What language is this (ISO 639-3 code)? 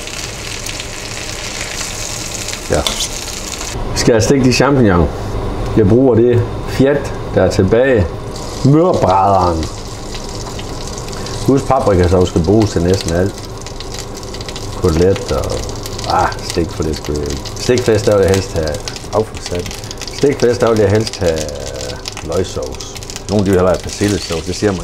dan